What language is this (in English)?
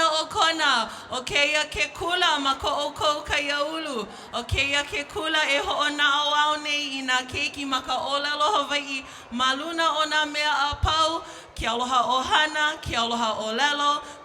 Hawaiian